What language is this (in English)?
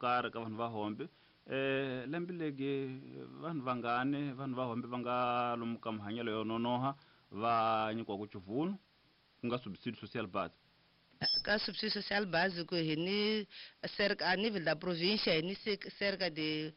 Tsonga